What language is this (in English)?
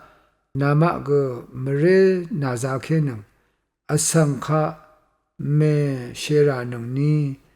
Rawang